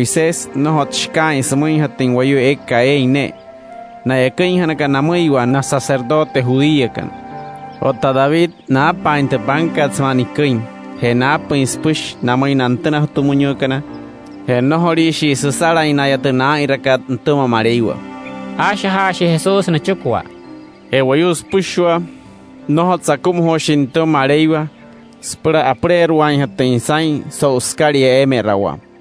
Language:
Wayuu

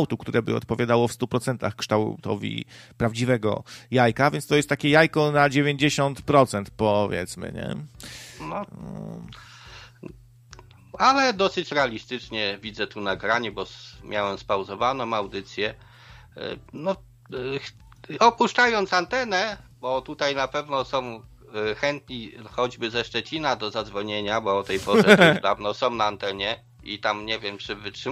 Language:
Polish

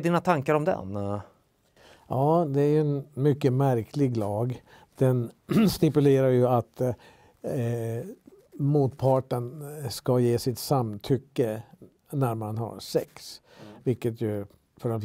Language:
Swedish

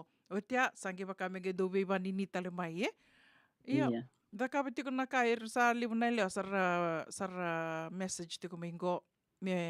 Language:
Fijian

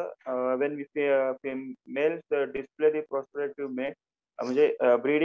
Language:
Marathi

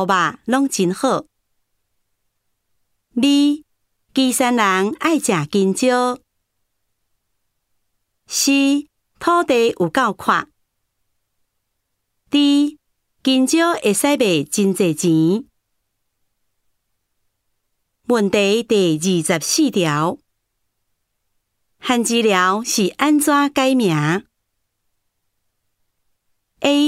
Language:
Min Nan Chinese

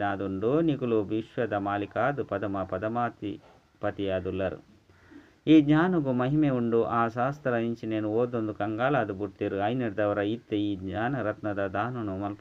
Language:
Tulu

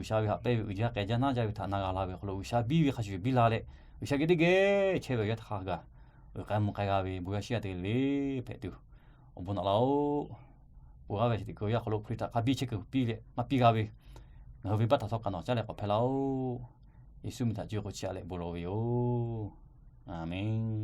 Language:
Lahu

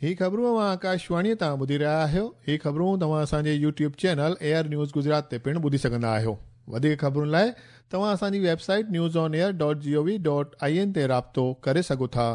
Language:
Sindhi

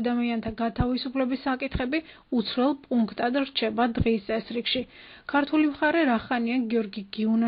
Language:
Georgian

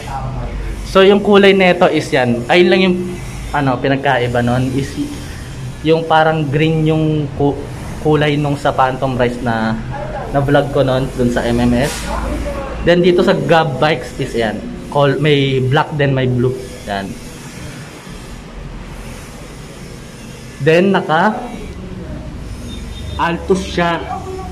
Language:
Filipino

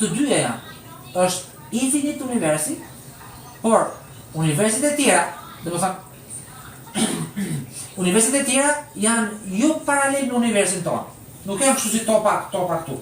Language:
Albanian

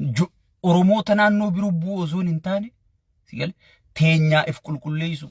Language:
Oromo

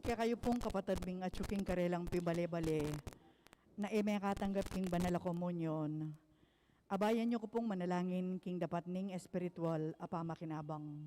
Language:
Pampanga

